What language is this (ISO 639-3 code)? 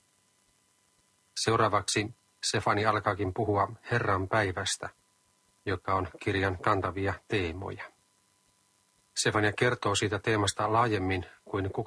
fin